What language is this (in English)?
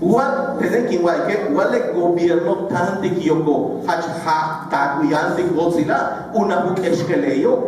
Yucateco